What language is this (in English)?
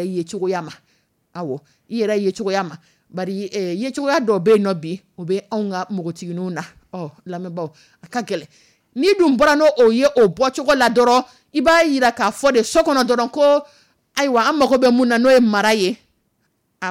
Dyula